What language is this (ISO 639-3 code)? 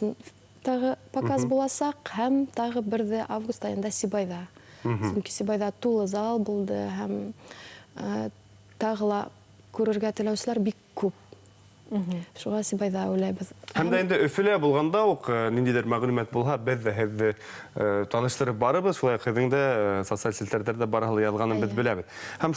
bak